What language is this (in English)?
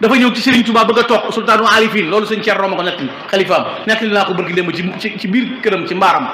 Wolof